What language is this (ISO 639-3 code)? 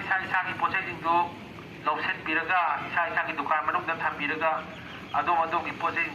mni